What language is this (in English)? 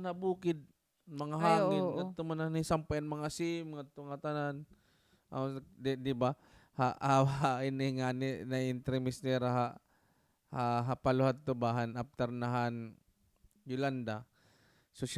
Waray